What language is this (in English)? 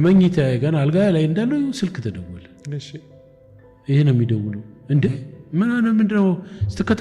Amharic